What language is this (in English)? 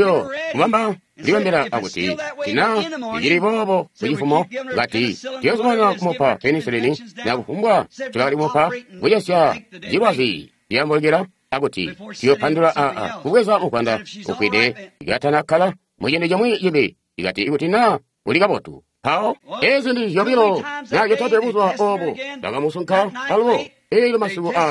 Tonga (Zambia)